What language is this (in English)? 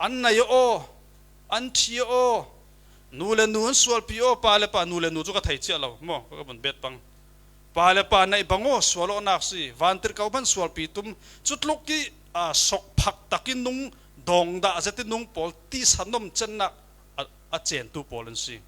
Falam Chin